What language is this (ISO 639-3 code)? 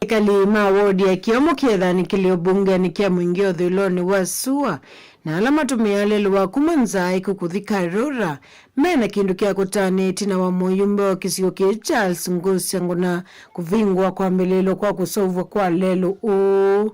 kam